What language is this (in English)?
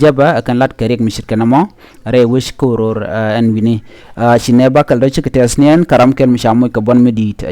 Nuer